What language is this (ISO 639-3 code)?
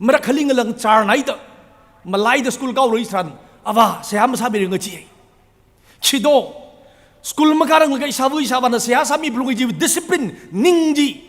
nmf